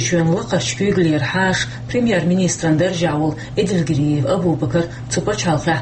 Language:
Chechen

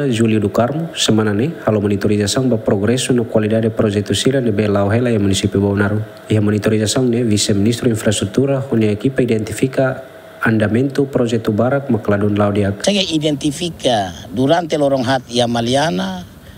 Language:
Tetum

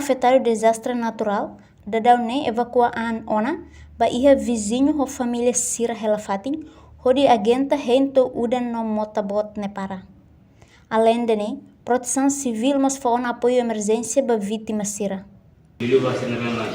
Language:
Tetum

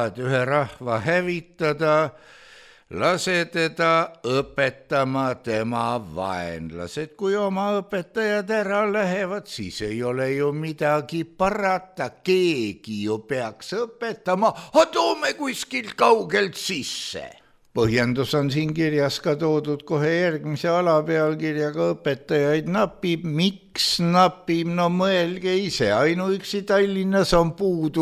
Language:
Estonian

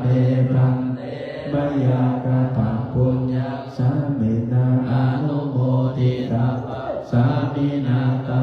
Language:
Pali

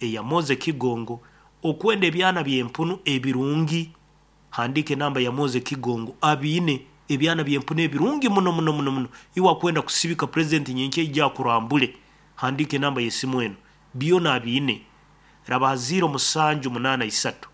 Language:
Nyankole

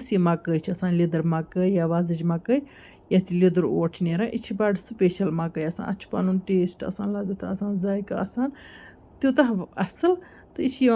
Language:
Kashmiri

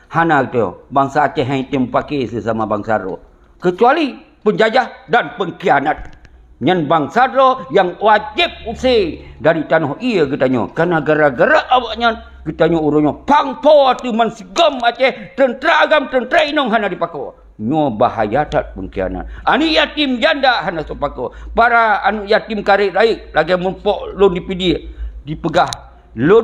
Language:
Achinese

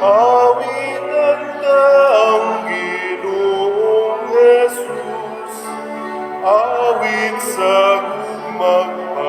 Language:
Cebuano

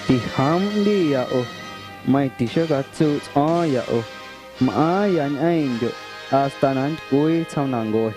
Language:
Guerrero Amuzgo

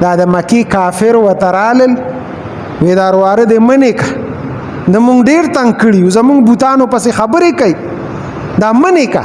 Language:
Pashto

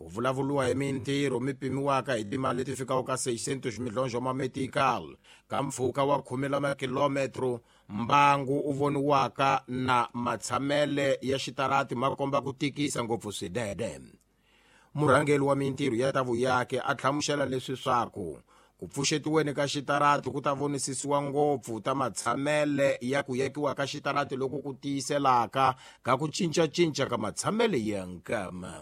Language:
Tsonga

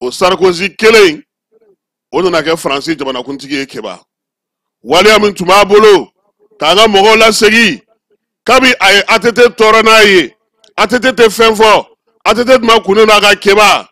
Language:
Bambara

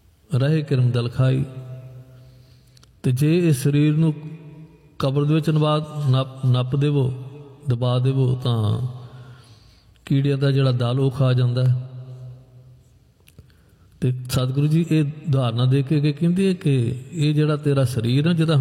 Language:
Punjabi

